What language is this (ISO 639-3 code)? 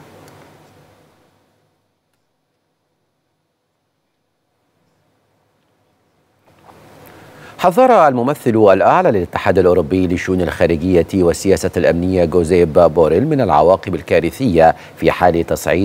ara